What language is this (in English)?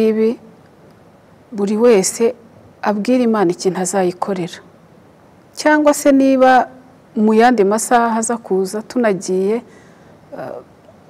Kinyarwanda